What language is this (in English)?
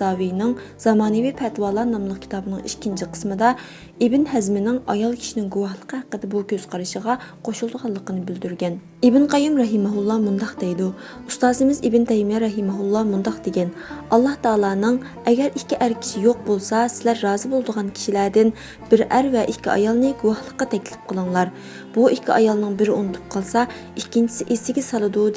Uyghur